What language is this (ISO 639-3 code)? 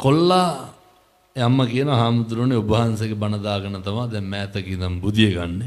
sin